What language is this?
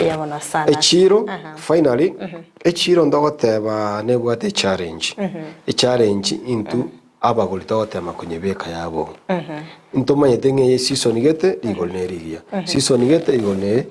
Gusii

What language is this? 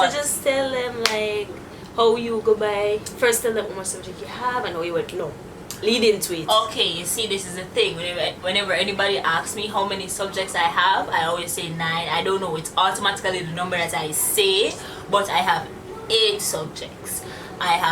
Jamaican Creole English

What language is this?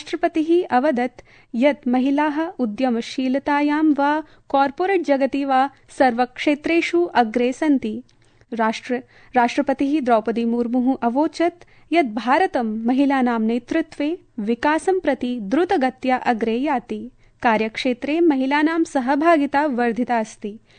Sanskrit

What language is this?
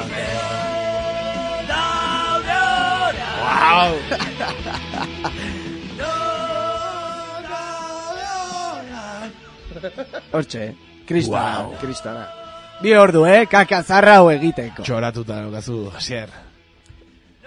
Basque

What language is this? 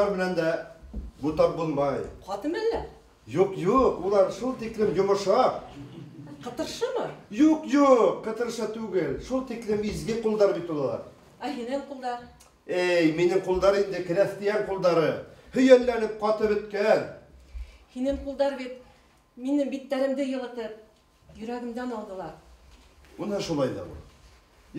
Bashkir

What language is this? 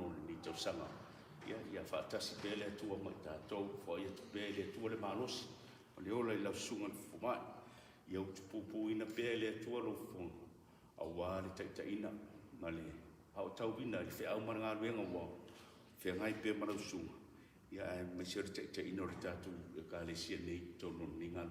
Samoan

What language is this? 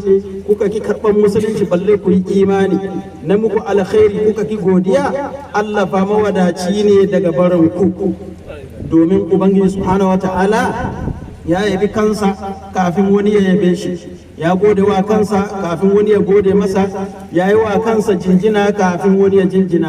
Hausa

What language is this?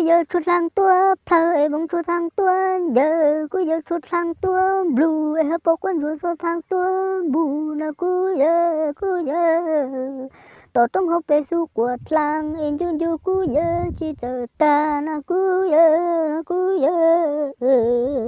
Hmong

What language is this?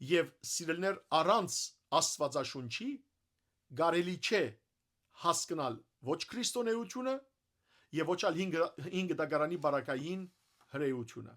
Western Armenian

